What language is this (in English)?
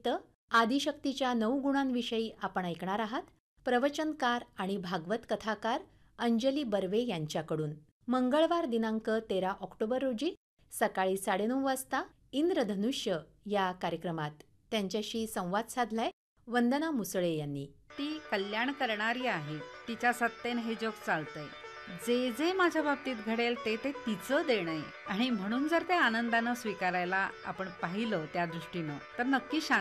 Marathi